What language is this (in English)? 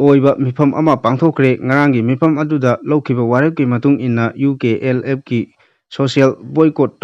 Manipuri